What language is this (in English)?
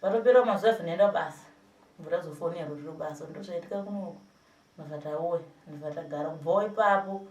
Shona